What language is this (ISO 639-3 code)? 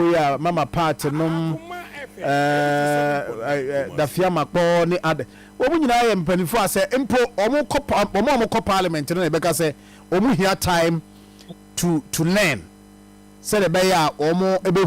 aka